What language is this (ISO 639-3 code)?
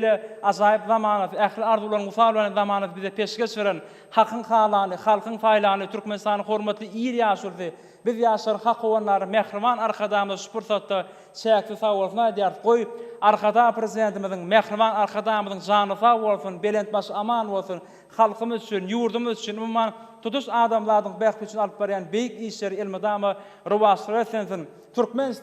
tuk